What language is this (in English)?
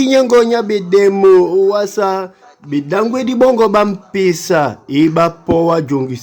Duala